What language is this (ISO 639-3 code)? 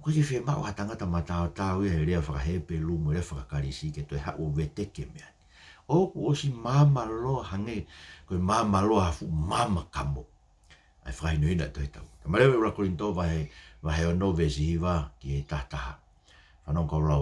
ton